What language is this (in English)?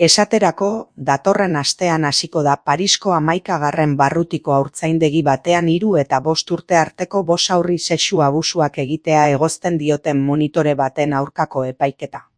Basque